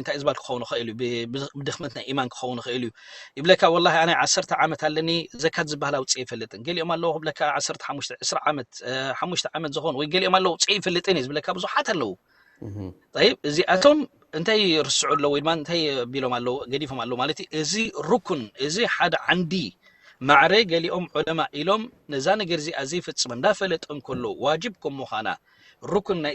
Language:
Tigrinya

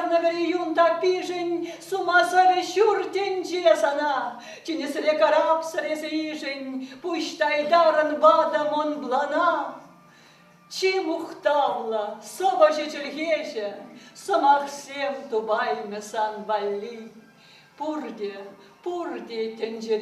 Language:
Chuvash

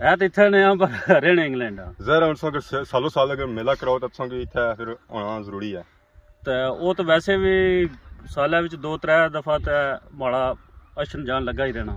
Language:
Pahari-Potwari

